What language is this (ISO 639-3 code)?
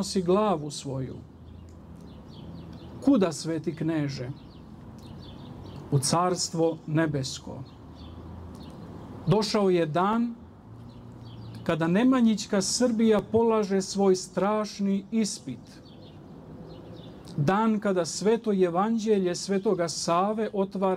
srp